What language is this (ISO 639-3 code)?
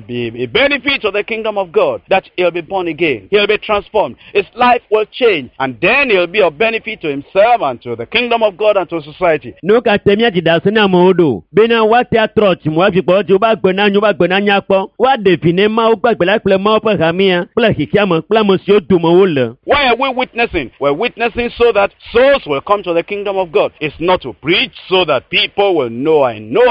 ewe